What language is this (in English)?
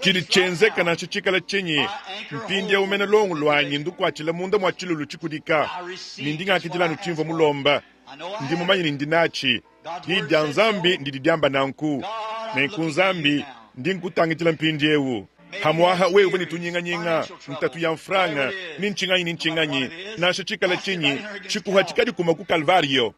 Luba-Lulua